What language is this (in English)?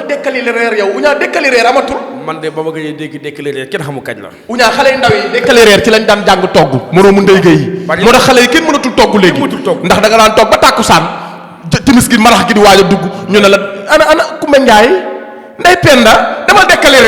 Wolof